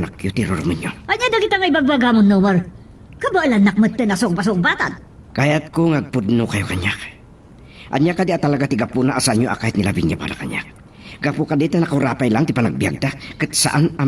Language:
Iloko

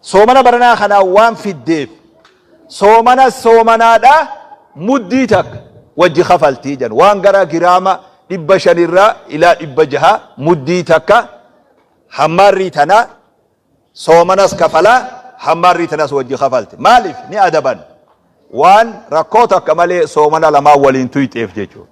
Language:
Oromo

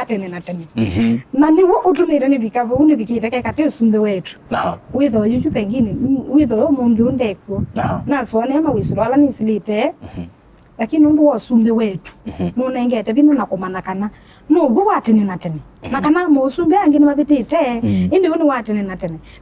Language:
Kamba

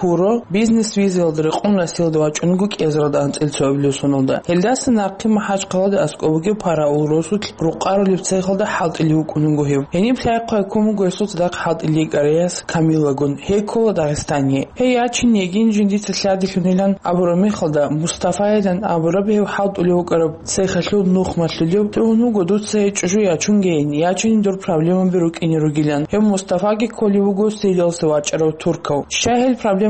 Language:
Avaric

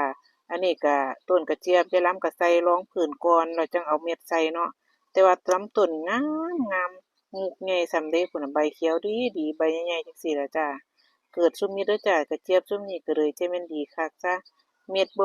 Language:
Northeastern Thai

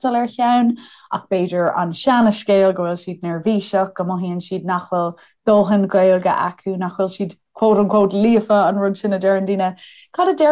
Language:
Irish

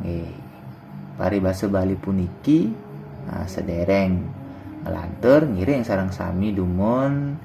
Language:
Balinese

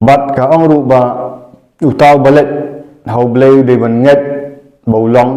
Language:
Khasi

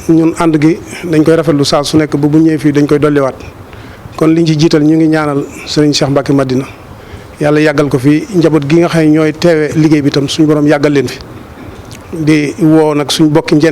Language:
Wolof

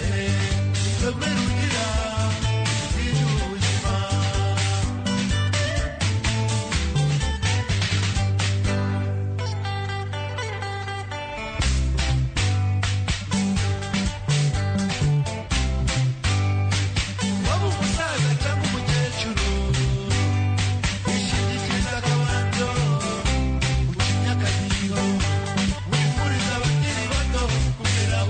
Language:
Kinyarwanda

